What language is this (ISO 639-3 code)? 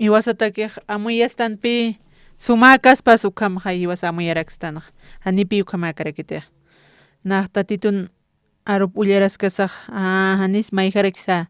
aym